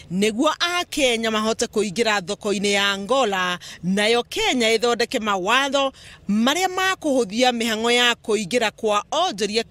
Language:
Kikuyu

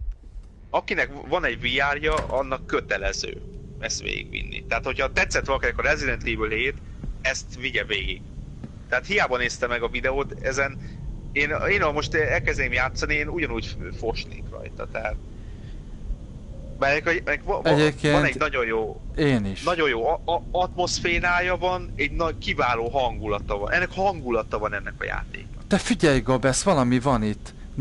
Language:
Hungarian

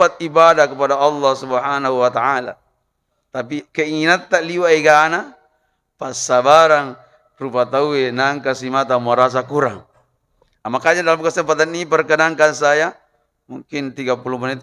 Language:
Buginese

